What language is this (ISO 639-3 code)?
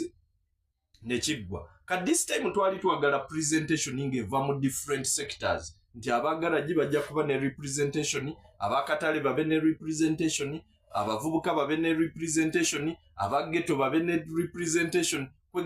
lug